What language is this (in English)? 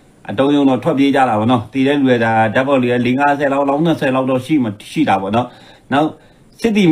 Burmese